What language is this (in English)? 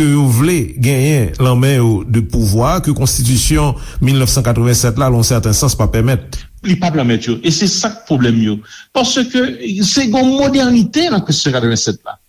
Haitian Creole